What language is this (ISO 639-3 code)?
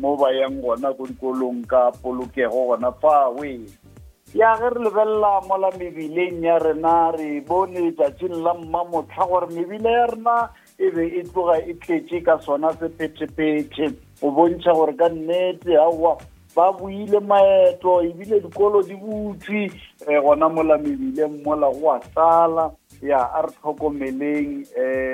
nso